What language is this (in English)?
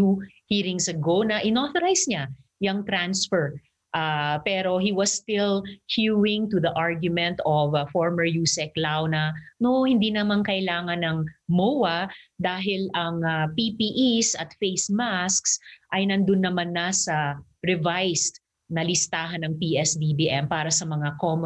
Filipino